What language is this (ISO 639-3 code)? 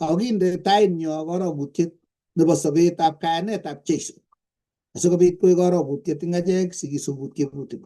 kln